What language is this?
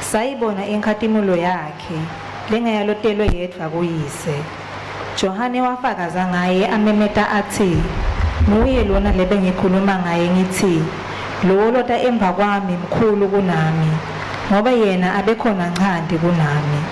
Swati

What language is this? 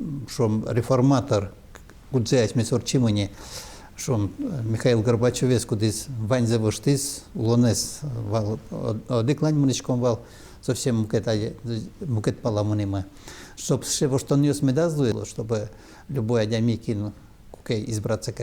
Udmurt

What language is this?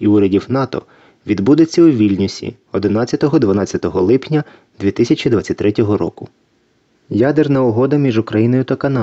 Ukrainian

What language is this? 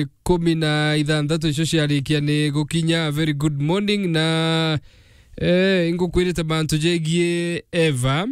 Meru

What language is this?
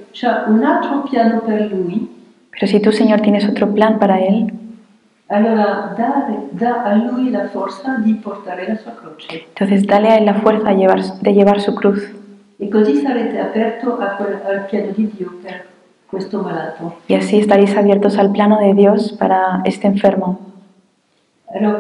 Spanish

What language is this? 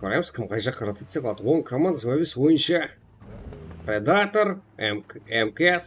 Kara-Kalpak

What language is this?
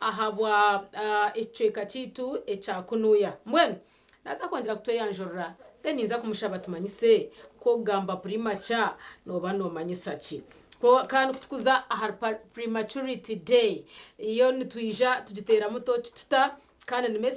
Nyankole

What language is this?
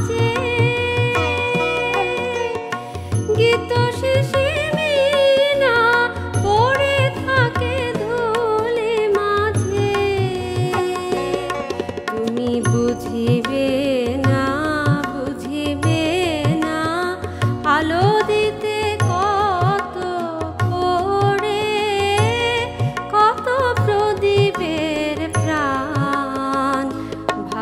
Bangla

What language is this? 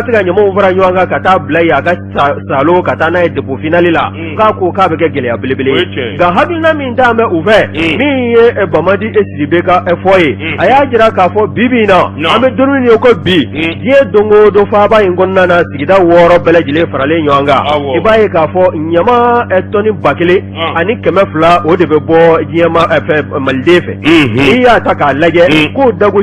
Bambara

